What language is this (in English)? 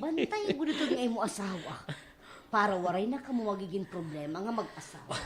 Waray